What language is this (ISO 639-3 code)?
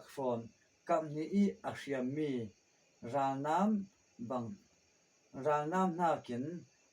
cfm